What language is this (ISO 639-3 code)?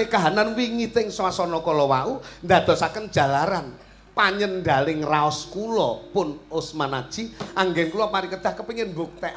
jav